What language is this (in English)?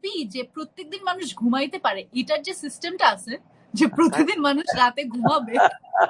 Bangla